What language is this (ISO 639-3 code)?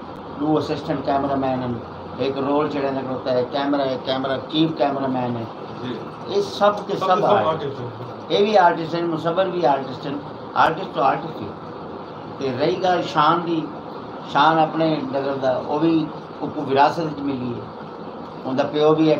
skr